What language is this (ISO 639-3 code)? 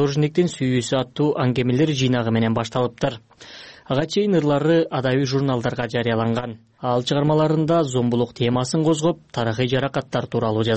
kir